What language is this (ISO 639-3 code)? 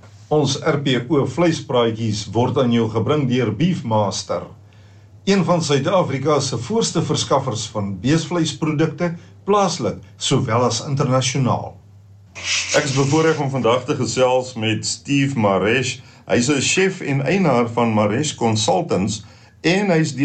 afr